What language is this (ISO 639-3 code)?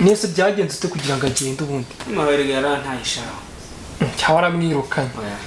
kin